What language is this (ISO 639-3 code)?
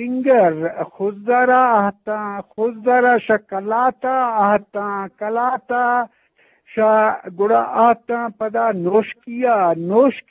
bgp